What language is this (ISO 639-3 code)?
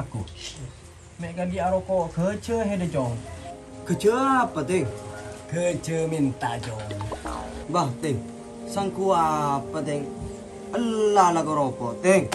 mad